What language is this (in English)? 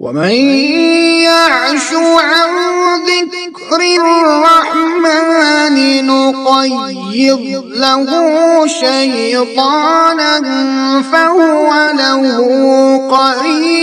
Kashmiri